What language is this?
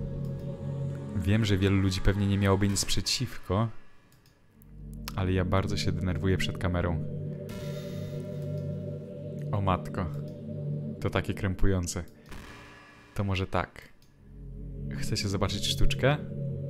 Polish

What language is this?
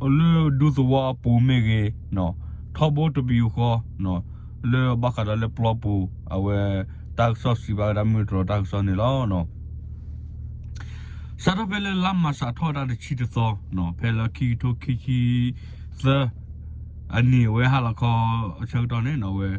S'gaw Karen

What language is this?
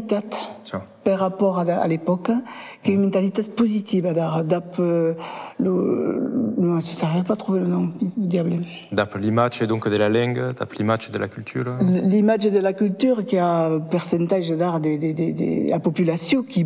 Occitan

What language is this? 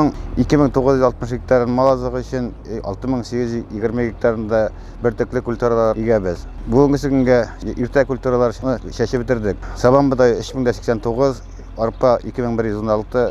Tatar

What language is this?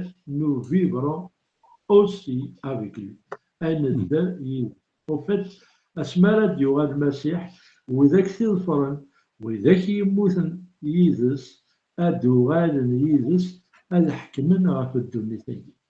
Kabyle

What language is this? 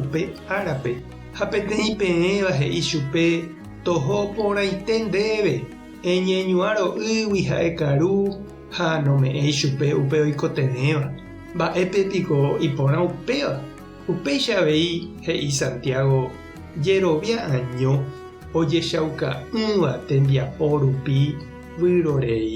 Guarani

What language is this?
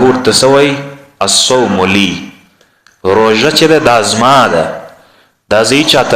Pashto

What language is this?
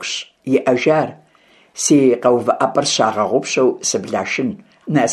Kabardian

